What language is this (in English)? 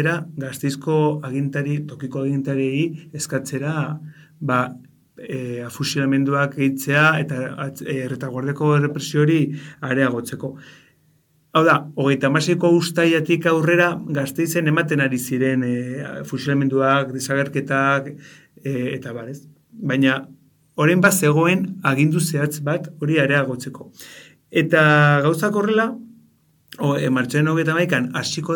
Basque